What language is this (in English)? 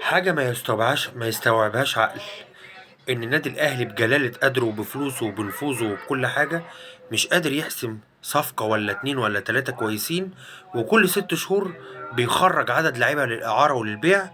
Egyptian Arabic